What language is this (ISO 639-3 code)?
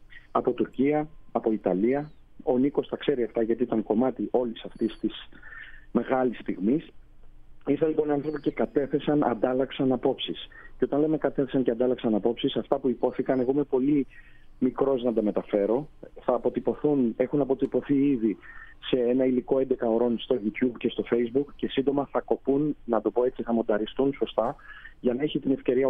ell